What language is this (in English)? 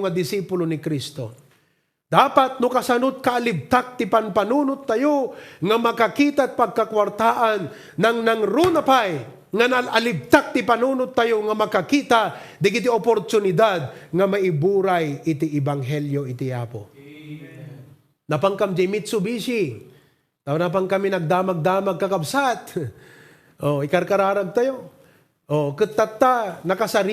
Iloko